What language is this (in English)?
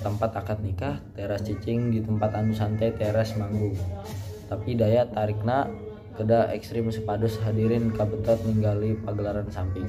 Sundanese